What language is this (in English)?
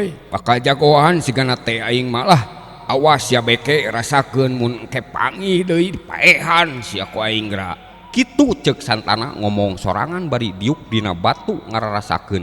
Sundanese